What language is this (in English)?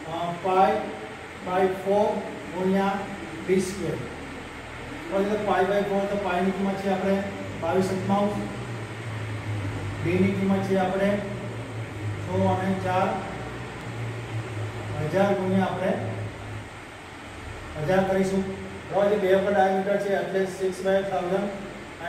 Gujarati